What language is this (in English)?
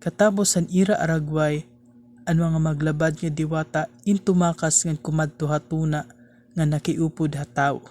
Waray